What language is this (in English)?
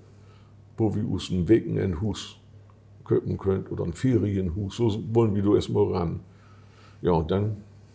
Low German